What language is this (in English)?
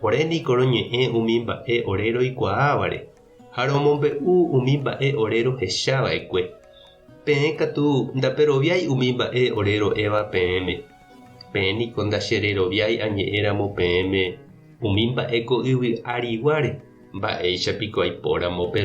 Guarani